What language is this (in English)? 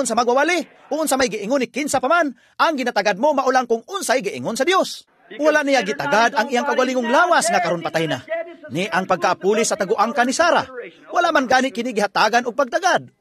Cebuano